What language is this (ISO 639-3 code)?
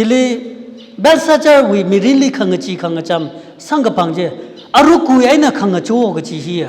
nmf